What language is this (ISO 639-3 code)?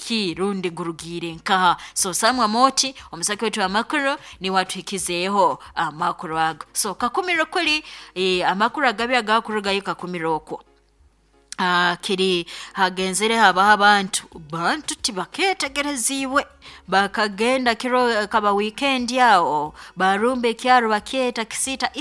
nyo